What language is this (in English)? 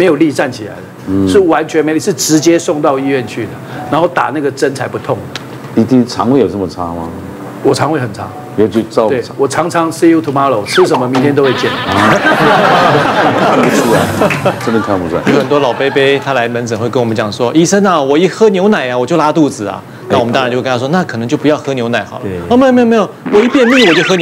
Chinese